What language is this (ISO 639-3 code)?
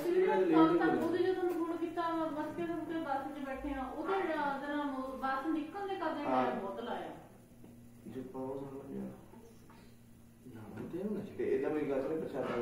pan